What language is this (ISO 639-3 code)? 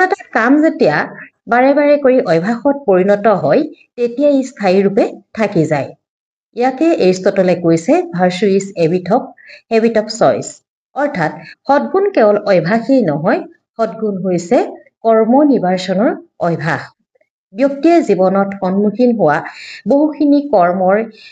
asm